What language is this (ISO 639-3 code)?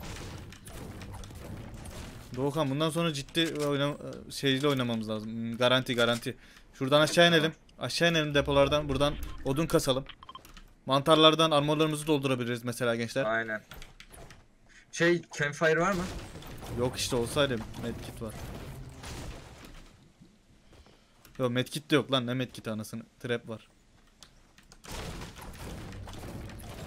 tur